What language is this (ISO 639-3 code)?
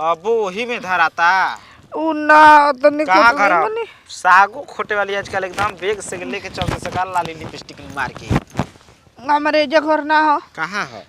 bho